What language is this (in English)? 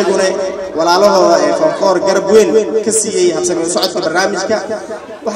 Somali